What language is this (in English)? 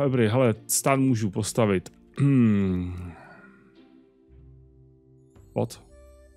Czech